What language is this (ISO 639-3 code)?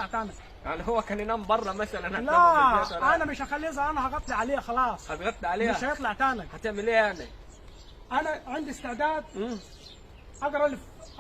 arz